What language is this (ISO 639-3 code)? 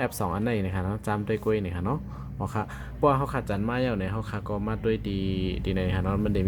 shn